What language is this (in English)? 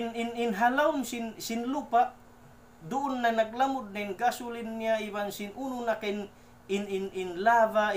Tausug